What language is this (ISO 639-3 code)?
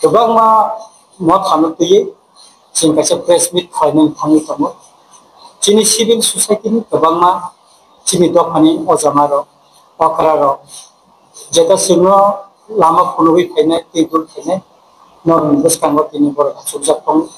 trp